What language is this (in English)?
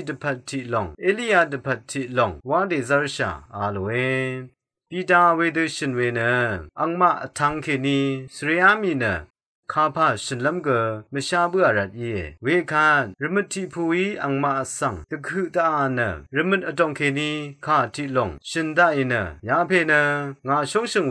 Rawang